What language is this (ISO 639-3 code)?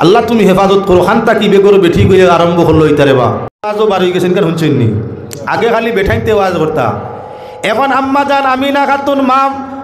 syl